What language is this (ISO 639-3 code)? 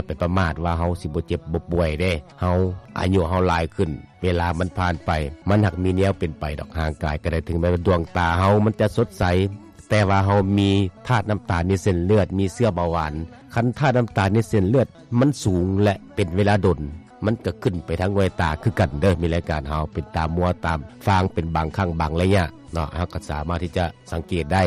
lao